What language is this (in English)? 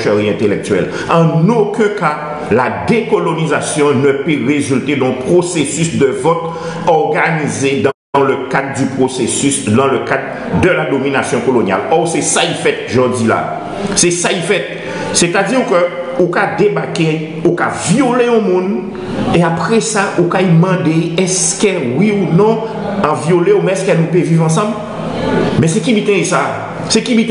Guadeloupean Creole French